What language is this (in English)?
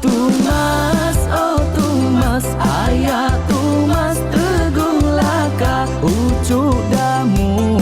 Iban